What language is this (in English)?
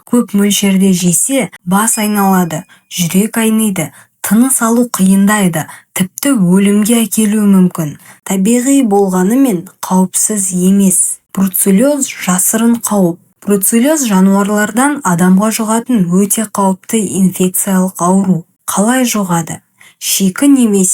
Kazakh